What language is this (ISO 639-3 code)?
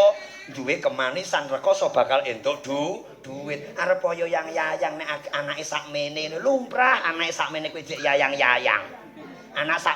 jav